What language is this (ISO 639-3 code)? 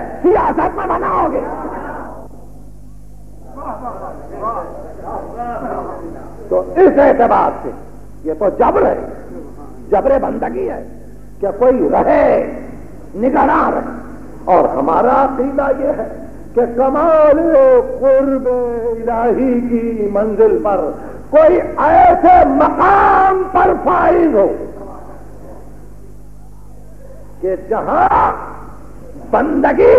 urd